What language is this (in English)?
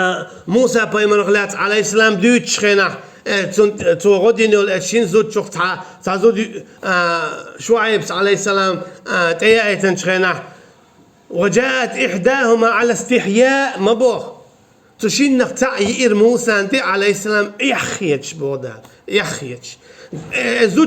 Chechen